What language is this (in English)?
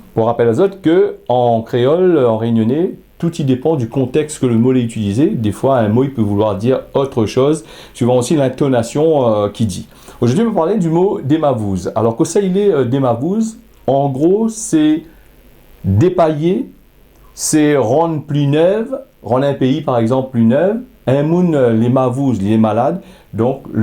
Réunion Creole French